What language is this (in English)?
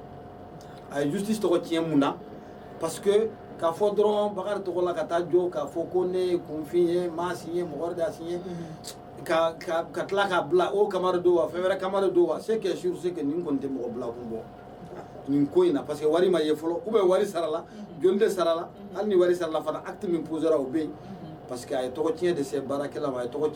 Bambara